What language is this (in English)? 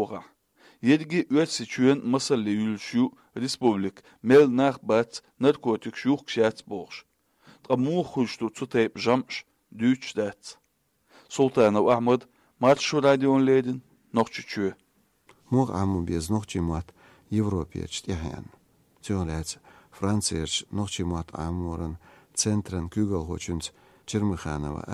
Chechen